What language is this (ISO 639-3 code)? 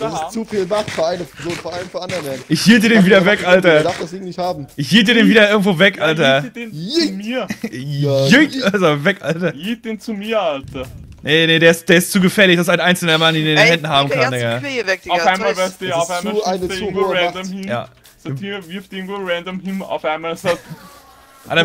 deu